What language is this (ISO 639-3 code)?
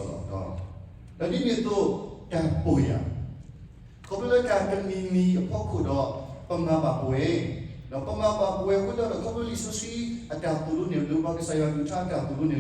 ksw